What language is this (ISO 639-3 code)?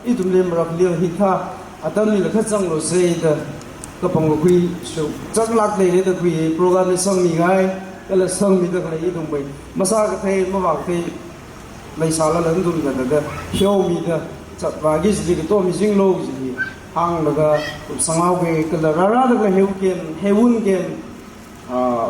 nmf